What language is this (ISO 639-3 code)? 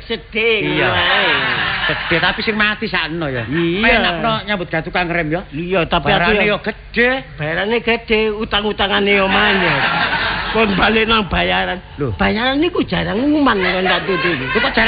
jav